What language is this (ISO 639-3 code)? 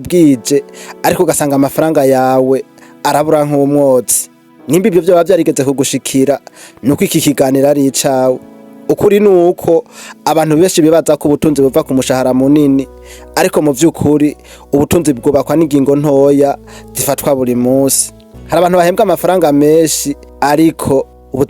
run